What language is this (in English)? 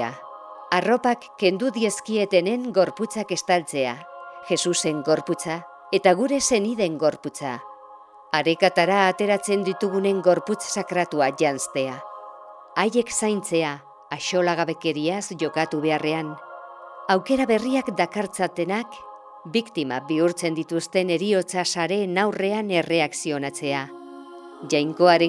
Basque